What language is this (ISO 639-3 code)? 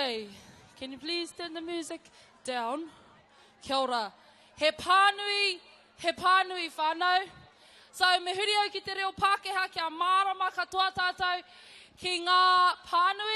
mri